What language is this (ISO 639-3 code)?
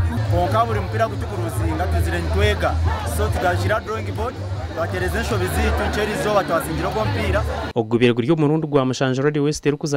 nyn